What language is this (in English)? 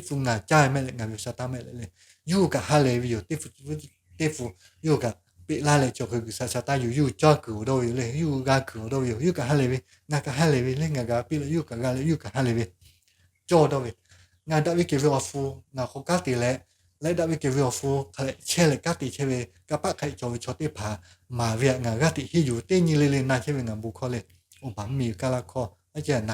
Lahu